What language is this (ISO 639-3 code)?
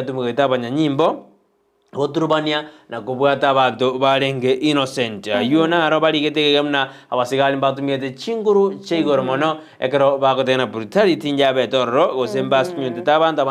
guz